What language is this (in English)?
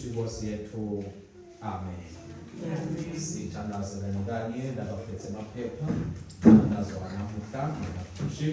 Swati